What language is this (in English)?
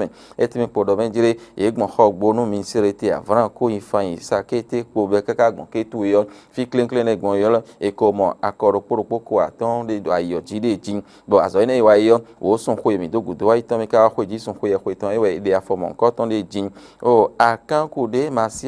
Fon